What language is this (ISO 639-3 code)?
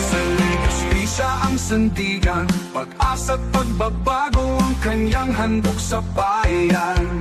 bik